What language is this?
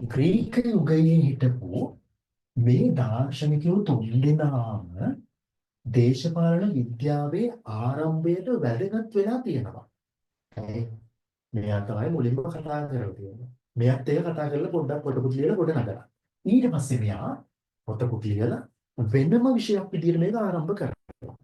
Sinhala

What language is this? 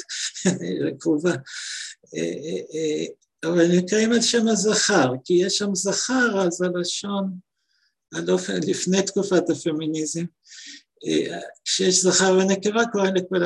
Hebrew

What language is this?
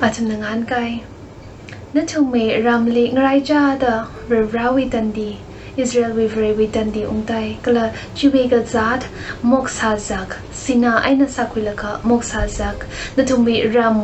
Tangkhul Naga (India)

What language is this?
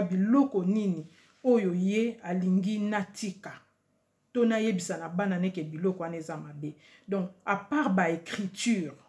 Lingala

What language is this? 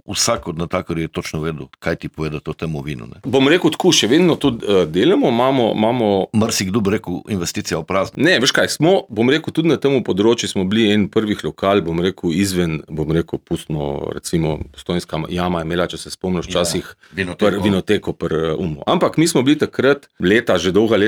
Slovenian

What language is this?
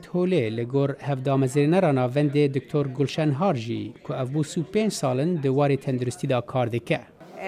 Kurdish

